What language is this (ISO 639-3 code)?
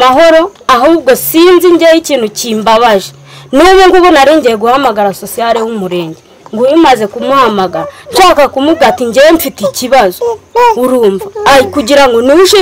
kin